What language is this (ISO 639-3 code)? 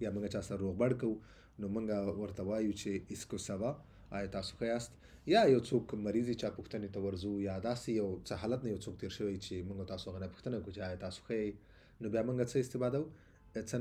pus